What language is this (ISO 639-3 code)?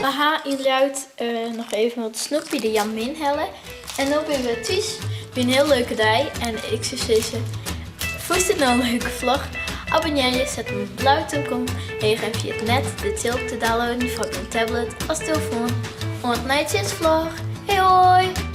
fry